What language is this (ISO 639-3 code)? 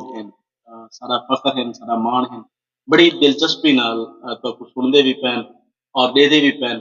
skr